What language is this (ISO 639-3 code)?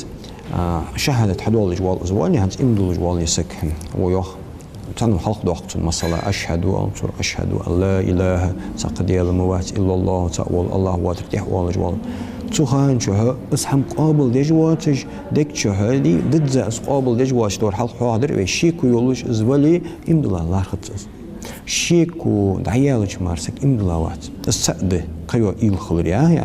inh